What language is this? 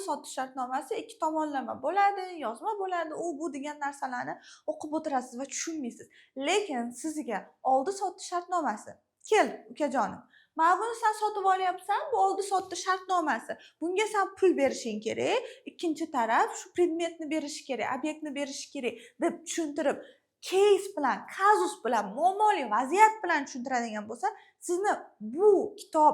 Uzbek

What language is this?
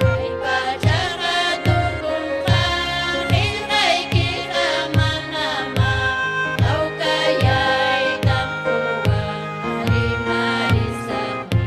Ayacucho Quechua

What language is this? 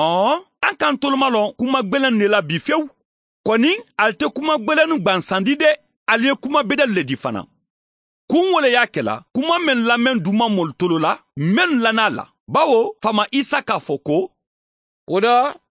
Mandingo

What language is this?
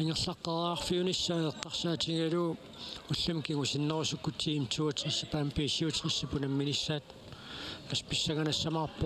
Kalaallisut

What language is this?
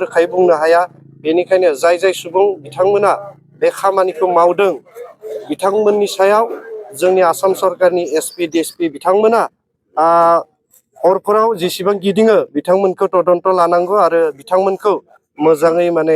Bodo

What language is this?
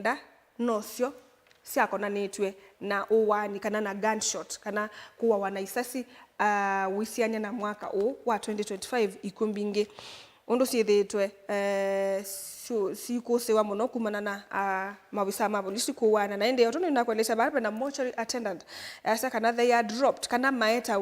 Kamba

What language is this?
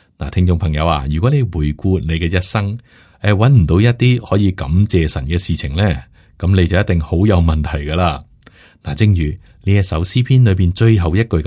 Cantonese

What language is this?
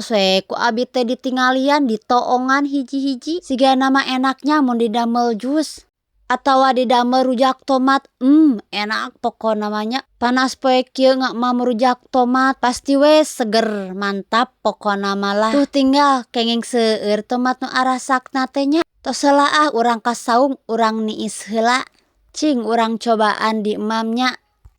Sundanese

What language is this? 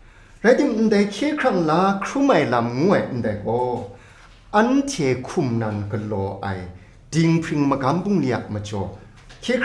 Kachin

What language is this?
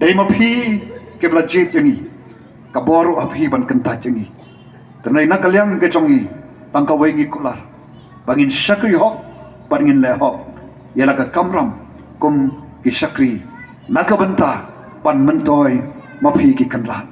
Khasi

